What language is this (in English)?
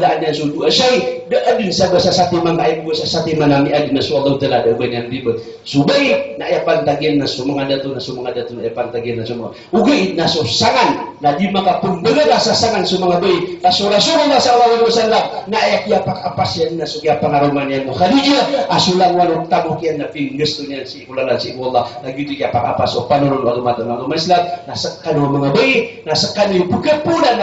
Maranao